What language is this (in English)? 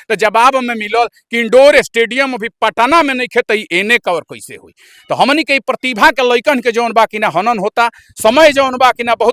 Bhojpuri